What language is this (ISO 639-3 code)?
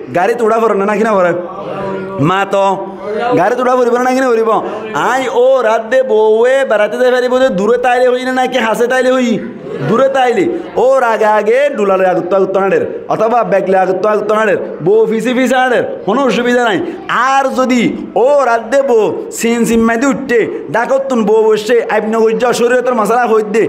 rhg